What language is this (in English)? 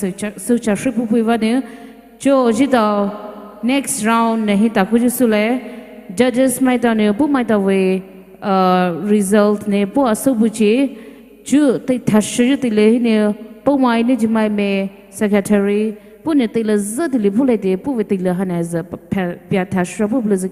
Poumei Naga